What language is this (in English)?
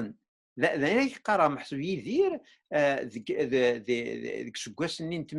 Kabyle